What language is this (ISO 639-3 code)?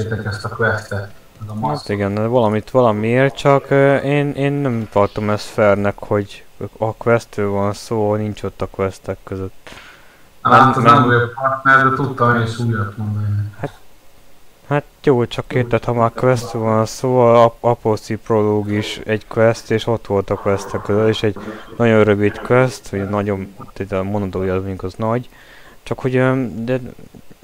hun